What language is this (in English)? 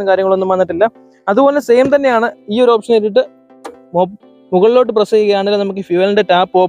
Malayalam